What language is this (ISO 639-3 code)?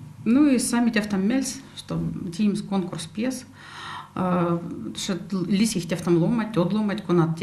myv